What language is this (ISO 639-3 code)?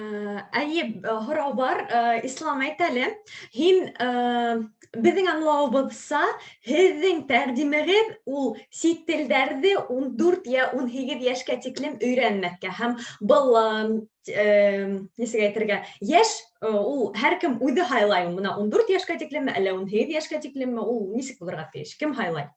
bak